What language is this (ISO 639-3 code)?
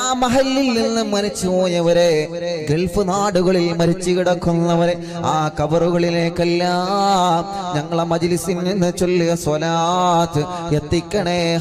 mal